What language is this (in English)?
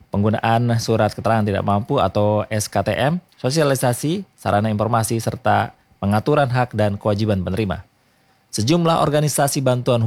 Indonesian